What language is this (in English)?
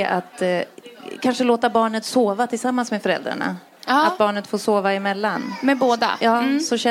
Swedish